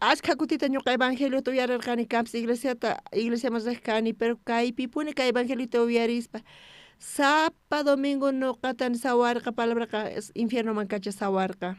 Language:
South Bolivian Quechua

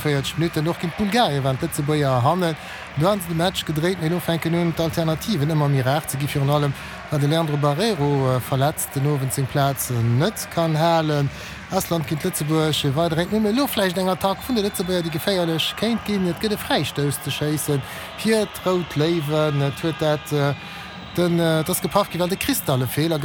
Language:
Luxembourgish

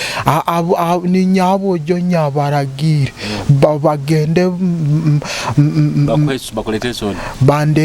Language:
Nyoro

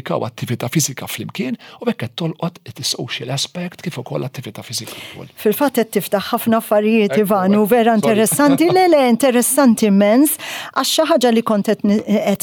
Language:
Maltese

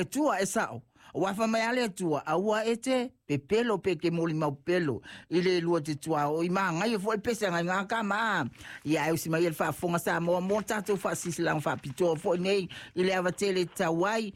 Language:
Samoan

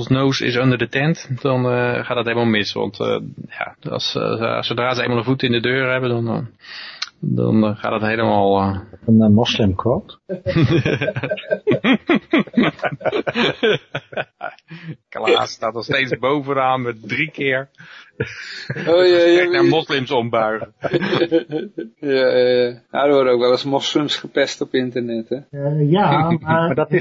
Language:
Dutch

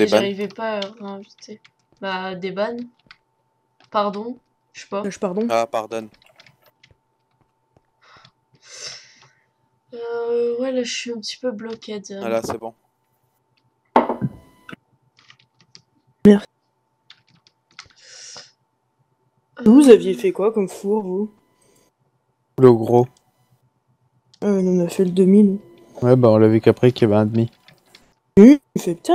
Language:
French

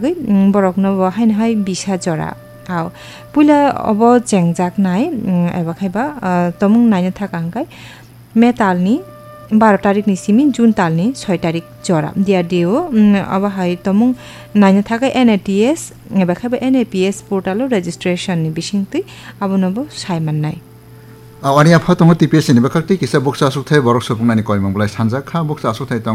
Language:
Kok Borok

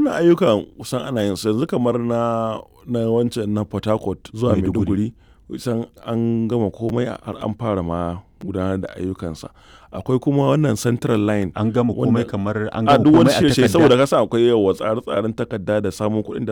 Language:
Hausa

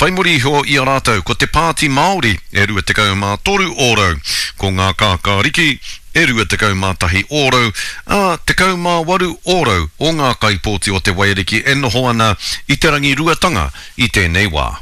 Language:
Māori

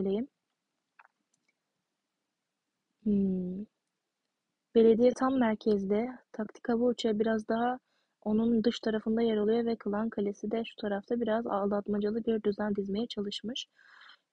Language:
Turkish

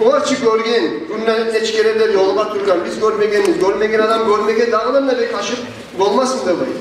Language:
Kumyk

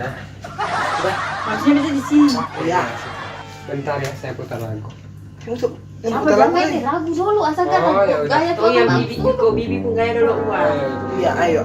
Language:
Ambonese Malay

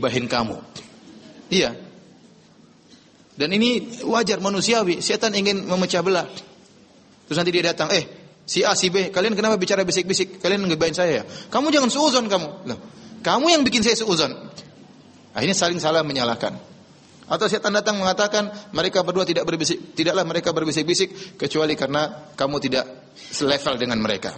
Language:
Indonesian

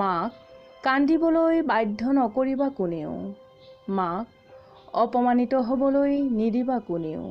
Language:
Assamese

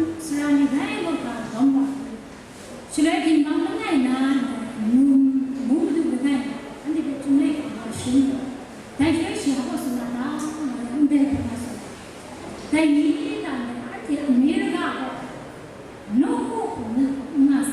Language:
Kachin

